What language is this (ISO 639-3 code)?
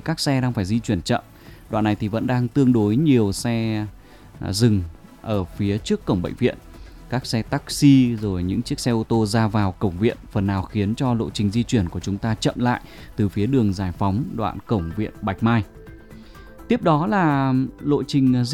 vie